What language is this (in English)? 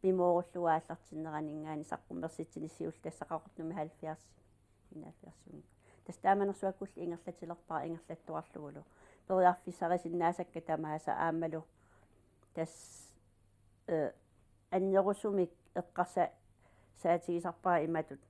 Kalaallisut